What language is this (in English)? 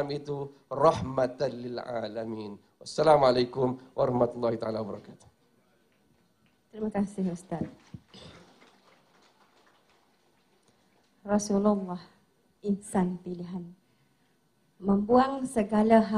Malay